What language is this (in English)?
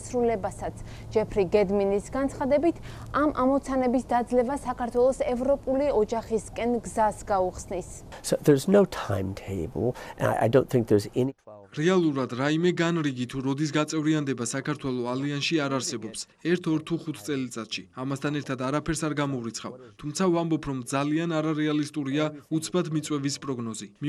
Georgian